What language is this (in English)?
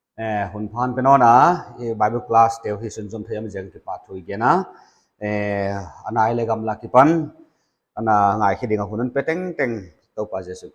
Paite Chin